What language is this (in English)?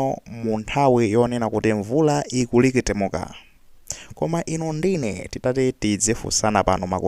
Nyanja